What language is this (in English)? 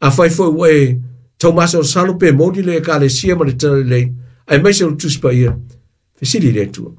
Samoan